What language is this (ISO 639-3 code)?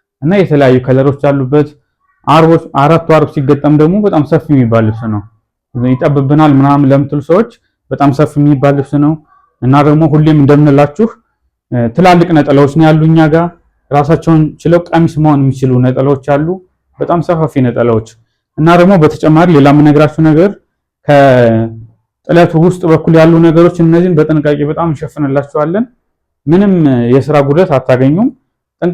amh